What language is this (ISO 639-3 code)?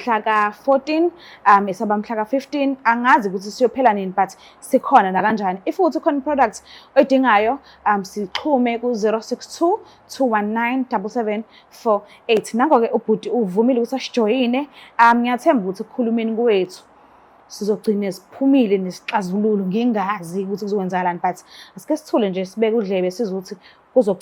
zul